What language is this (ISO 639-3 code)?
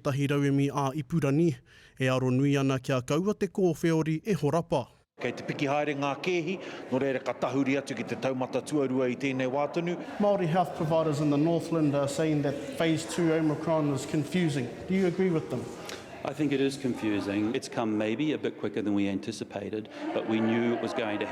mri